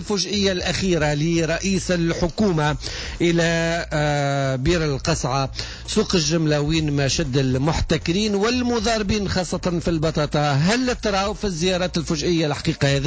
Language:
Tunisian Arabic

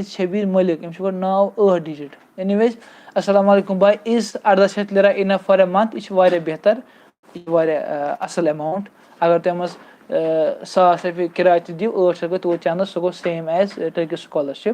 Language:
Kashmiri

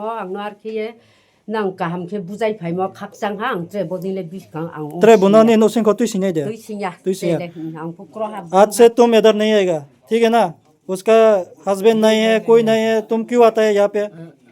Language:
Riang (India)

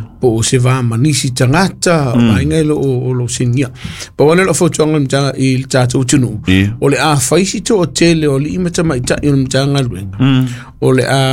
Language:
Samoan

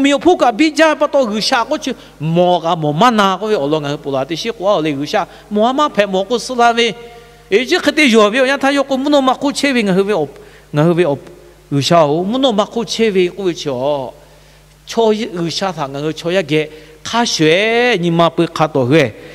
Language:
Lahu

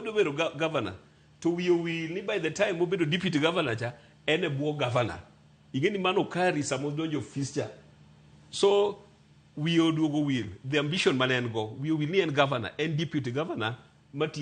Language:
Luo (Kenya and Tanzania)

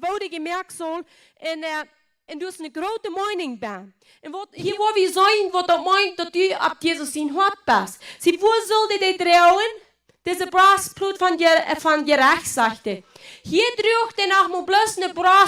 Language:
Plautdietsch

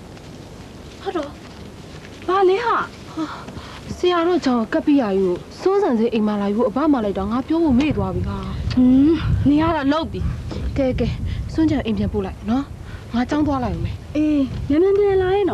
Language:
Burmese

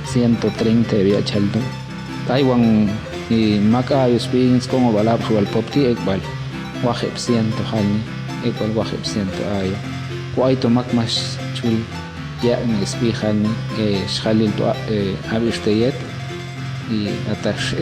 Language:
Popti'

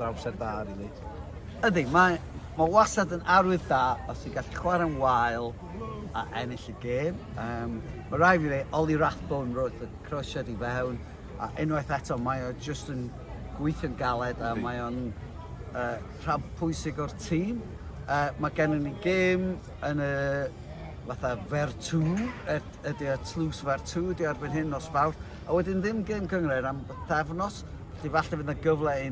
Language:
Welsh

